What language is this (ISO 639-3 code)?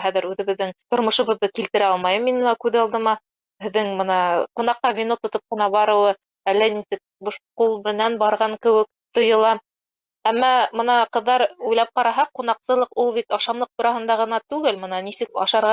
bak